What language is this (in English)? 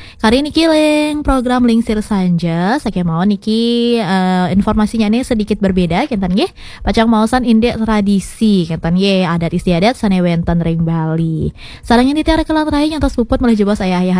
Balinese